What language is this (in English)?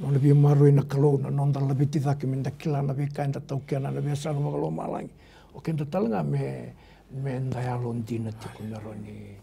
Fijian